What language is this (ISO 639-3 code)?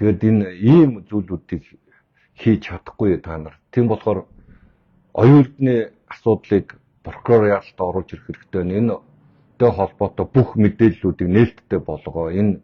mon